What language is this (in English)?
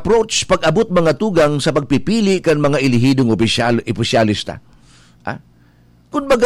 Bikol